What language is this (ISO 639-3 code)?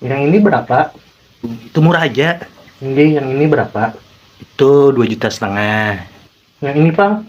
bjn